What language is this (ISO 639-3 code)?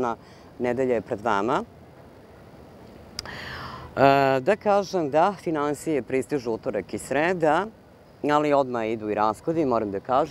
srp